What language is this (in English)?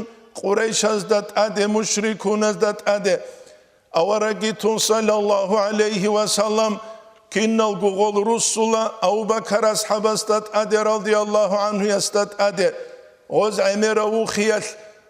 Avaric